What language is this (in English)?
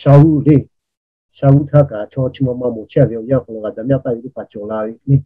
Lahu